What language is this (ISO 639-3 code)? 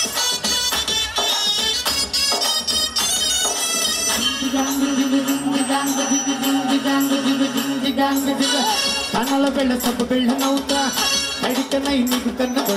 tel